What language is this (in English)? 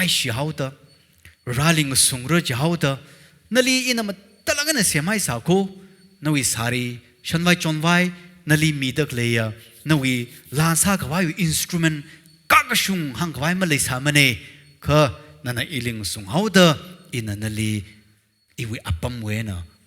Tangkhul Naga (India)